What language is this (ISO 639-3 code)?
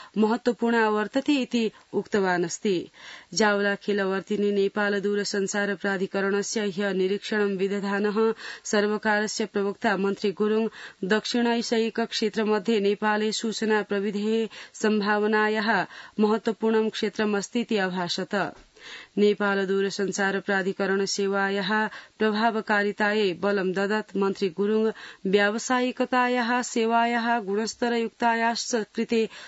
san